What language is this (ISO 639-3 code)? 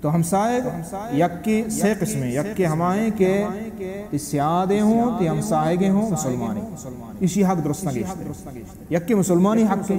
bal